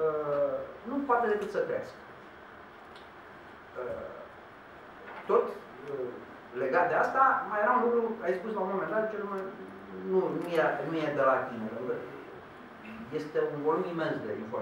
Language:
Romanian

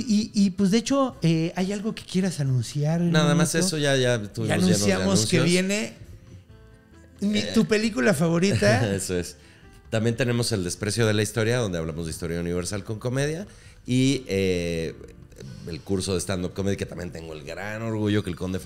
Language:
Spanish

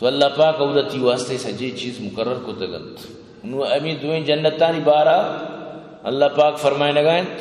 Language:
Eastern Balochi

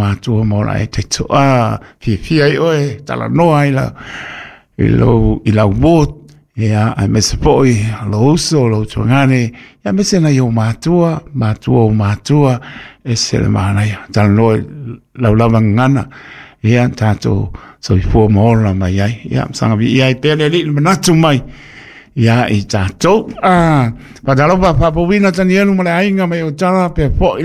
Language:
Samoan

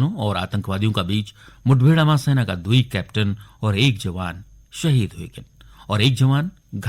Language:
Garhwali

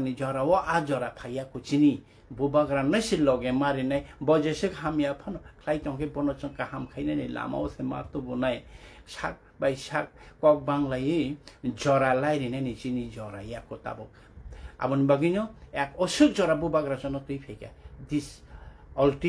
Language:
Kok Borok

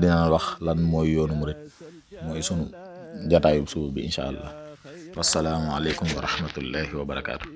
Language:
Wolof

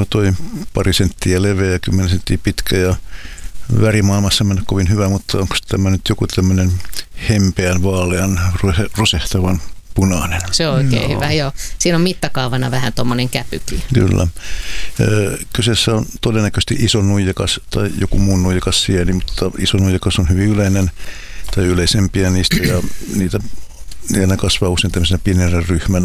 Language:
Finnish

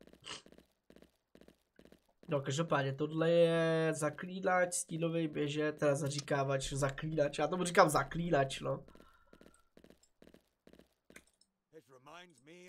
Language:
Czech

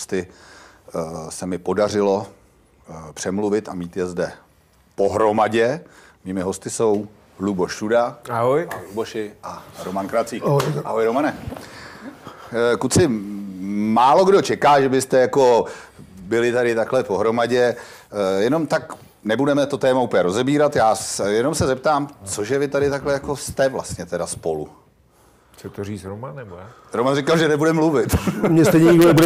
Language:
Czech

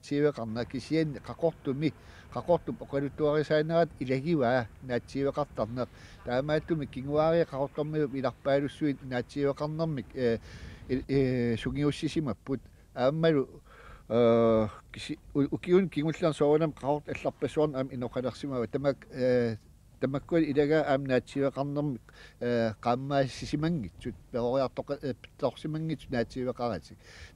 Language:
Kalaallisut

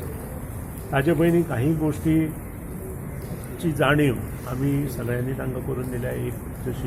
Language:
Konkani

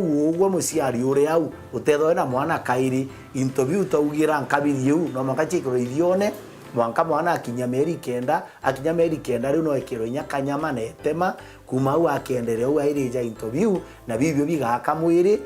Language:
Meru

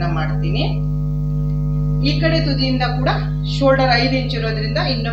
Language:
Kannada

